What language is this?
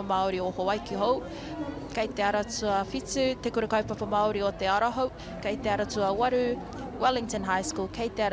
Māori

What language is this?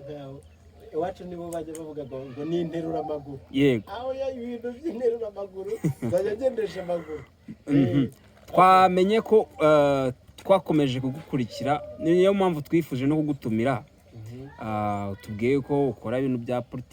Kinyarwanda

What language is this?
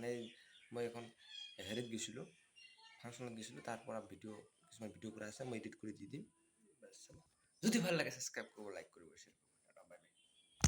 Assamese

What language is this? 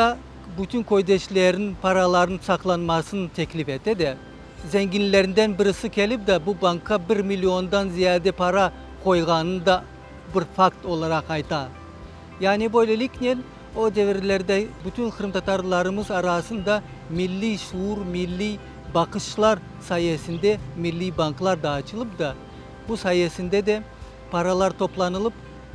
Crimean Tatar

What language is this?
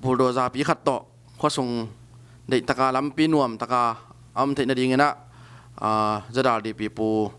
Tedim Chin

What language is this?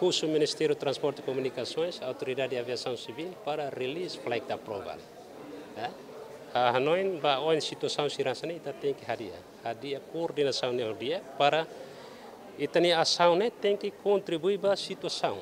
Tetum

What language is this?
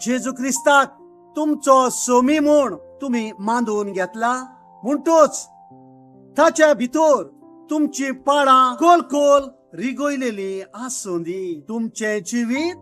Konkani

